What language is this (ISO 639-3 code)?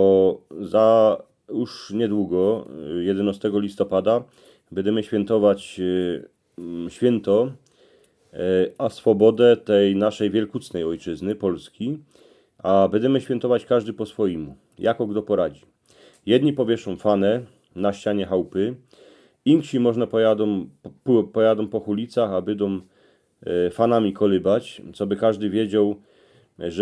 szl